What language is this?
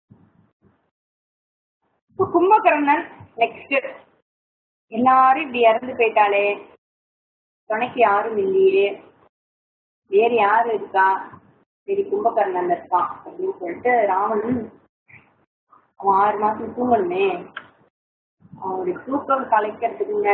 Tamil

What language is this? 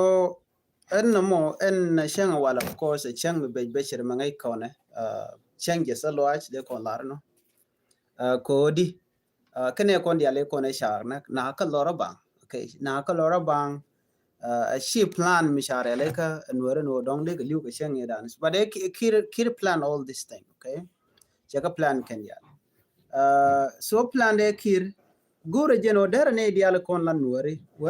Nuer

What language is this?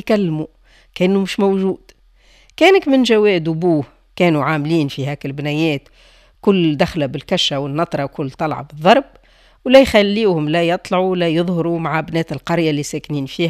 Tunisian Arabic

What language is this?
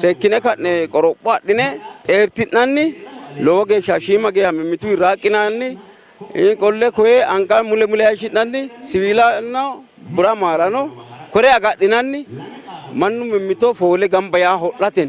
Sidamo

